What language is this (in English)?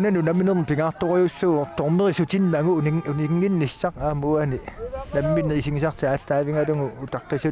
Kalaallisut